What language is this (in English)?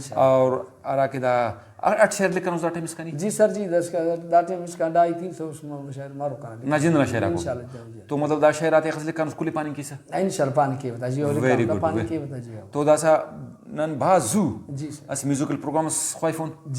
Brahui